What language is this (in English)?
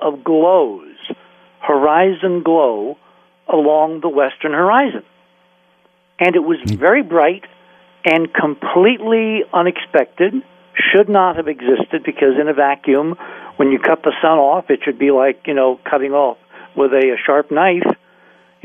English